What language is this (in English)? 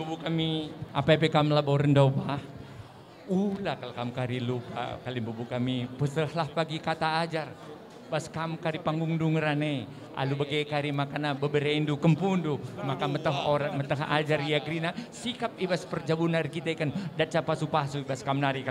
Batak Karo